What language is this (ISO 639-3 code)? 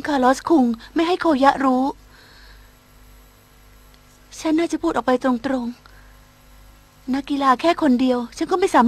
tha